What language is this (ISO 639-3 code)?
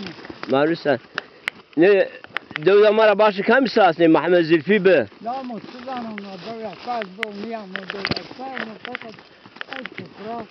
zza